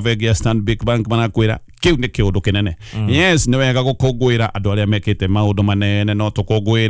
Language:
Kikuyu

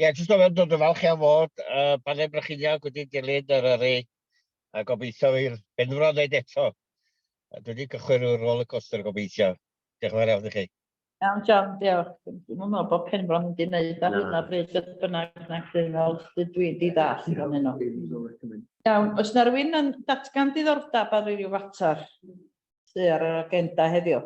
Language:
Welsh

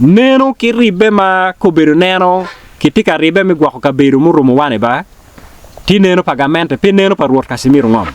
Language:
Acoli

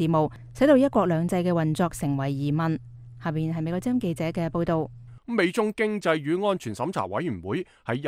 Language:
Cantonese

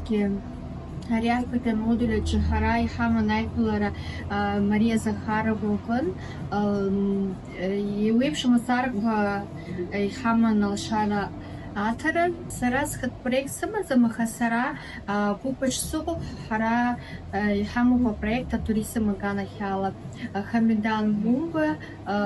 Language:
Abkhazian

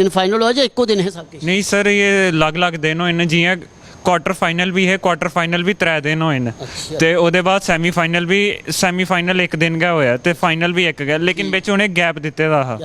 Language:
Dogri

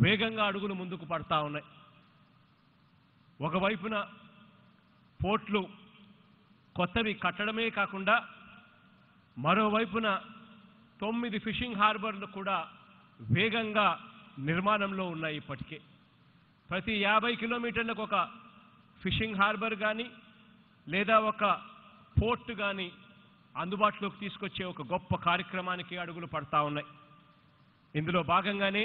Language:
Telugu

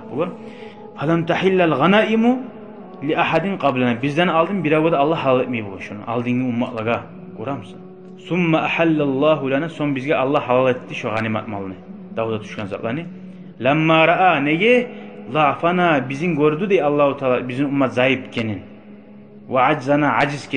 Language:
Kumyk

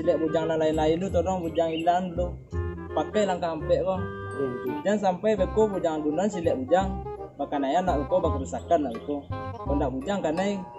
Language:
Minangkabau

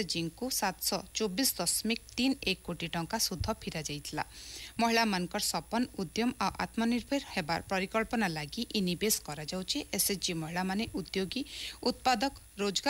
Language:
Odia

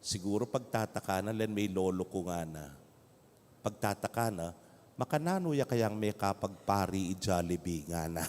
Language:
Pampanga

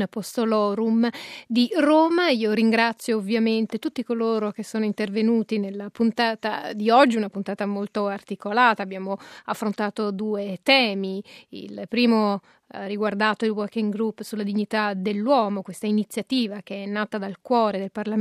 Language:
Italian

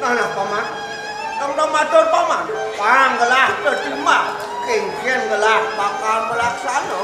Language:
Balinese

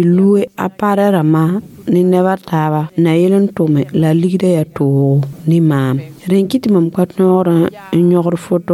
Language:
Mossi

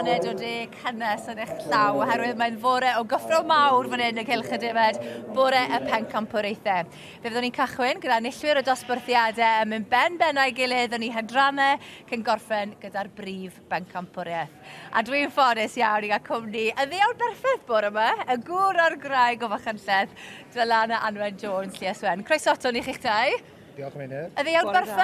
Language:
Welsh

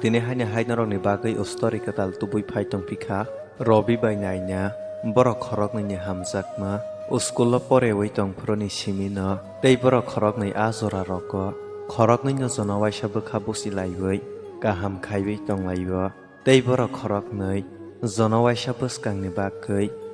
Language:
Kok Borok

